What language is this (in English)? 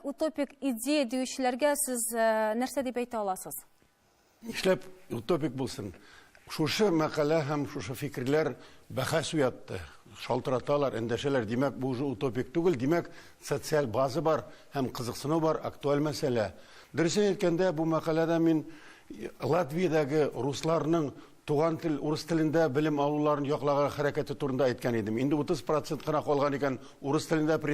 Tatar